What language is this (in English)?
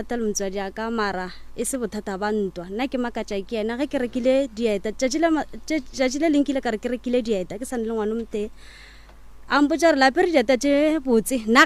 Northern Sotho